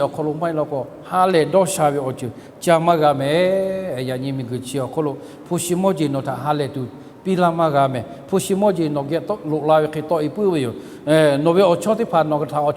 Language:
Lahu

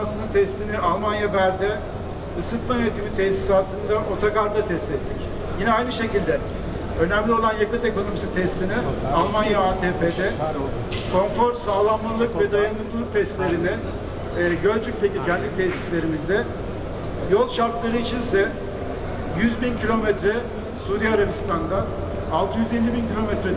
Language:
Turkish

